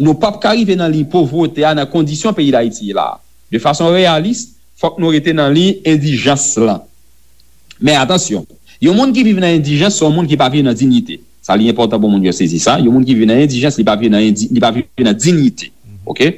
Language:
Haitian Creole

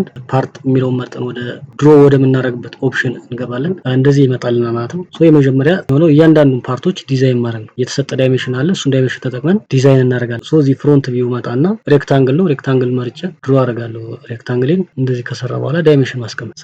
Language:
Amharic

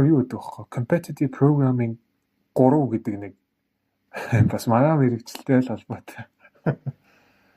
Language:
Mongolian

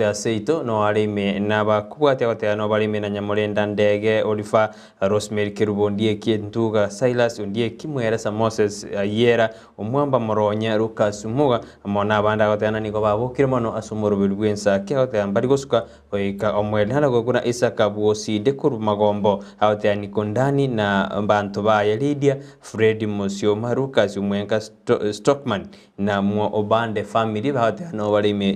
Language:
Gusii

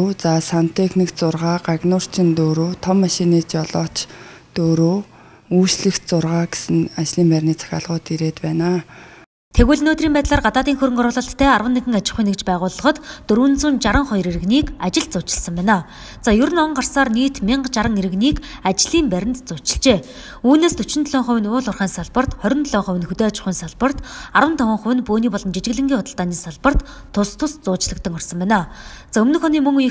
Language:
Mongolian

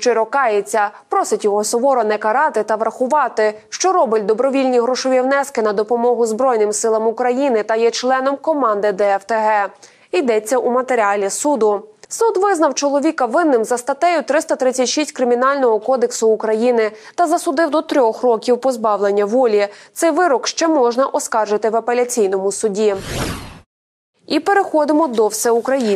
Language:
Ukrainian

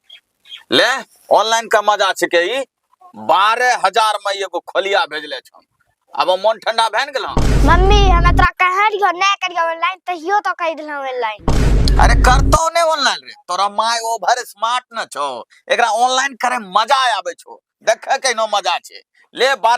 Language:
Angika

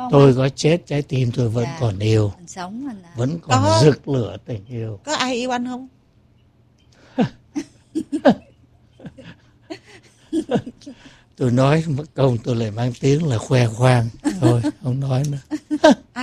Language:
Vietnamese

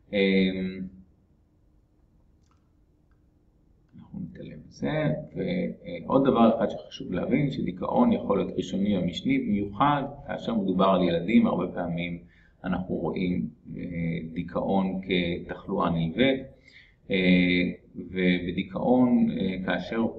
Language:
Hebrew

